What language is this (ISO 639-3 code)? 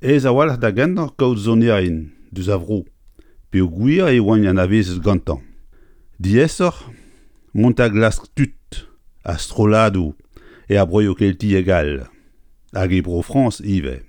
bre